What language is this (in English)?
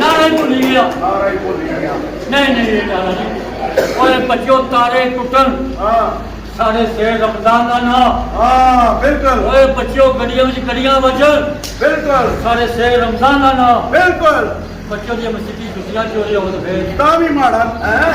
Pahari-Potwari